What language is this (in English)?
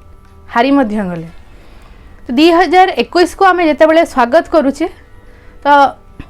Odia